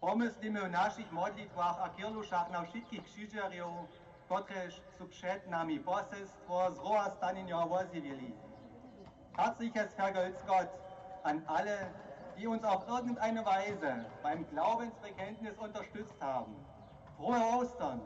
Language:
Upper Sorbian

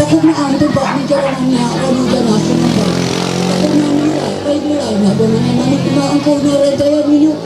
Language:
Ma'anyan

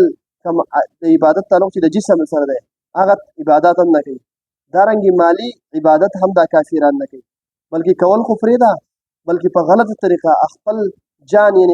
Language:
Pashto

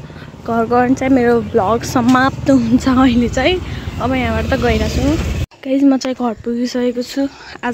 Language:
Nepali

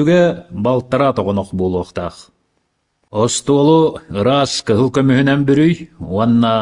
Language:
Yakut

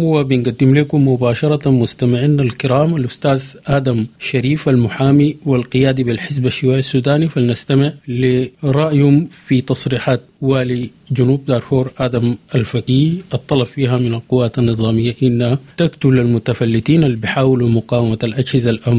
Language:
Sudanese Arabic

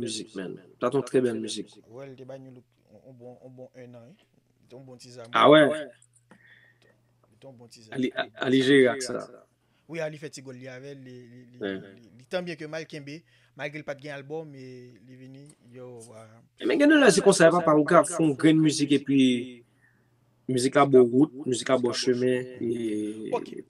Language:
Haitian Creole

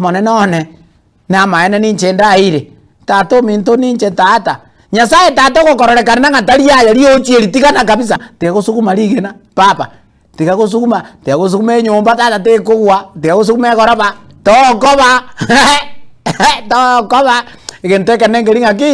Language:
Gusii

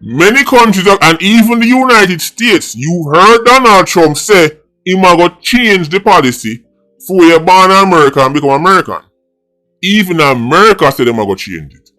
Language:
Jamaican Creole English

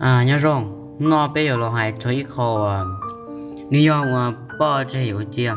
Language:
Hmong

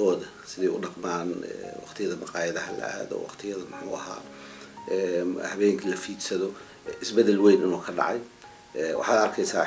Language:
Somali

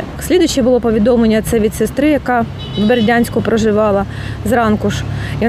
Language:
Ukrainian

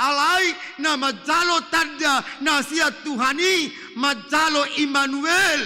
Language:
Batak Toba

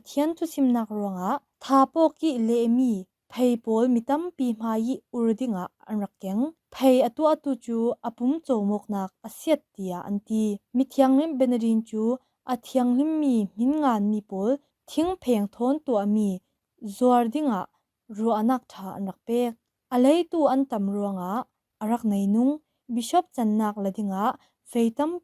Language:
Falam Chin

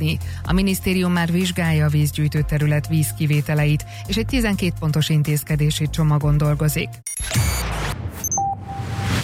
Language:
Hungarian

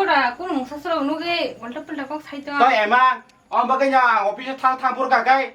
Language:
Kok Borok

